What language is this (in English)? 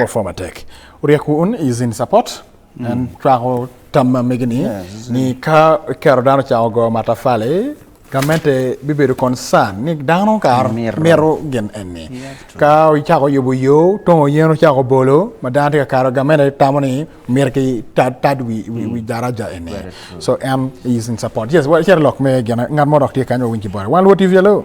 Acoli